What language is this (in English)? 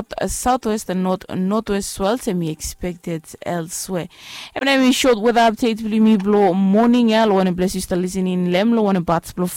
Bislama